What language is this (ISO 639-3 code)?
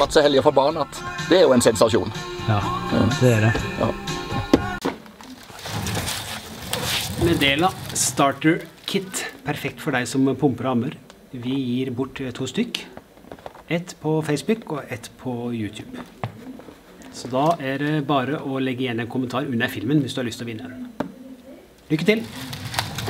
nor